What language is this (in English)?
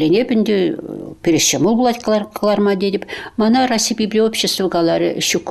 Chuvash